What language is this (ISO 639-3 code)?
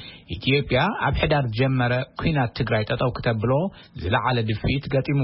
tir